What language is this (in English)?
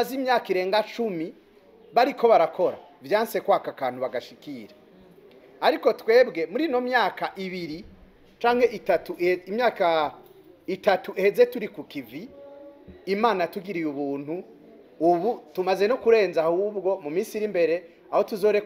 Rundi